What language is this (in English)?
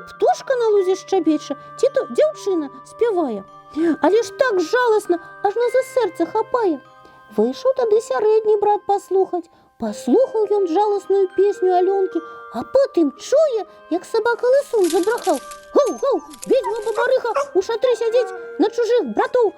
Belarusian